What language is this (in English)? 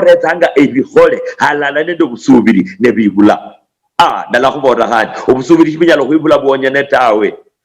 Luyia